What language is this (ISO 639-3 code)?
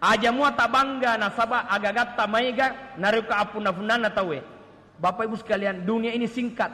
bug